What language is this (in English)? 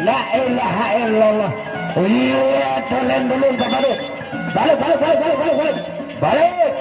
Sasak